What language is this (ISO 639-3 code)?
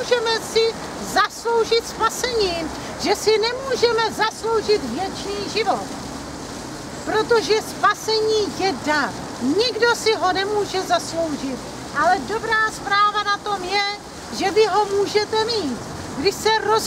ces